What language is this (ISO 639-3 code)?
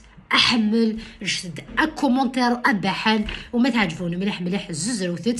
kab